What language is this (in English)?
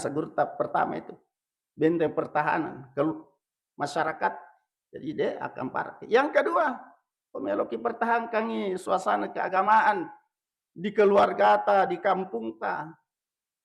Buginese